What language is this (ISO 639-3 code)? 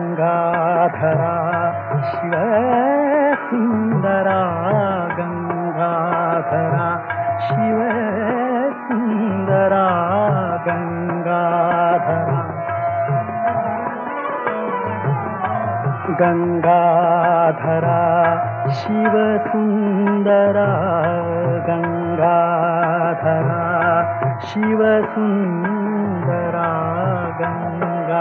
mar